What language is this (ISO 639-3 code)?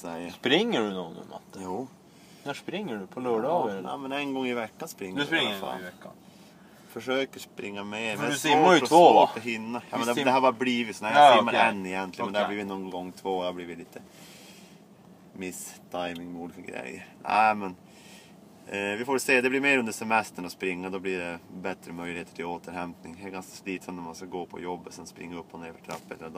swe